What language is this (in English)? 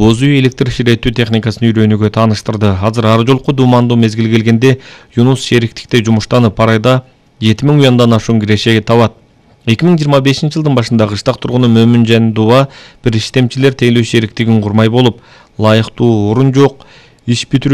Kyrgyz